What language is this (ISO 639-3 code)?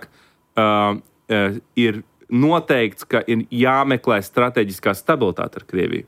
lav